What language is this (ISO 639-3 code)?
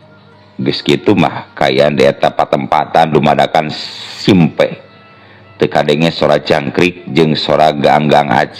sun